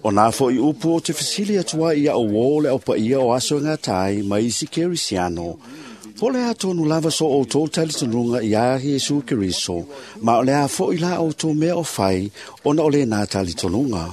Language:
Samoan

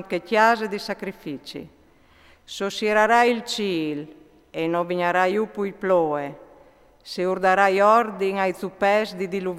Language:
Friulian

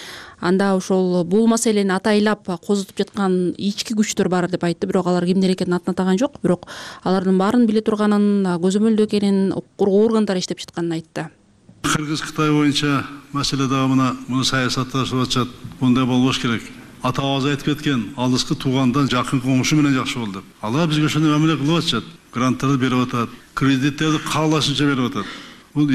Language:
Kyrgyz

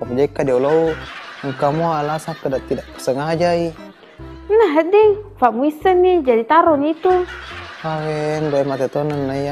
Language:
Buginese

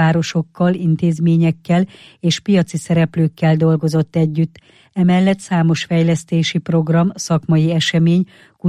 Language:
Hungarian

